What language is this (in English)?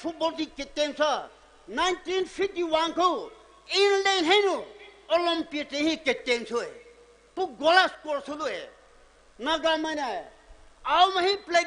Poumei Naga